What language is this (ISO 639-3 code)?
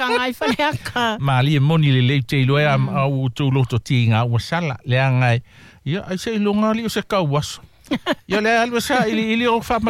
smo